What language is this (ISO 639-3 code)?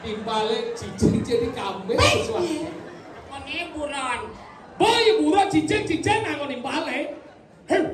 ban